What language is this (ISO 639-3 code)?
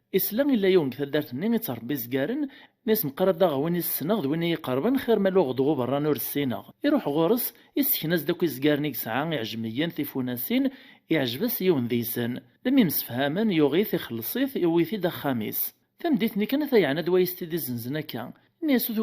kab